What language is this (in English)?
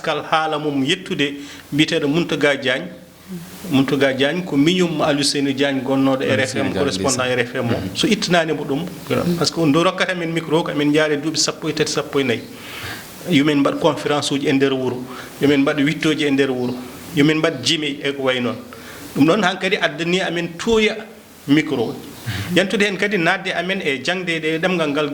Fula